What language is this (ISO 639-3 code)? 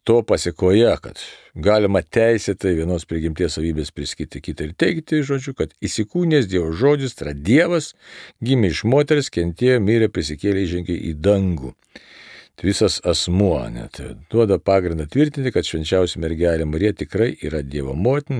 lit